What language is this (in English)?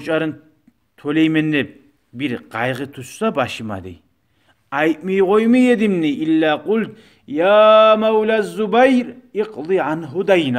Kumyk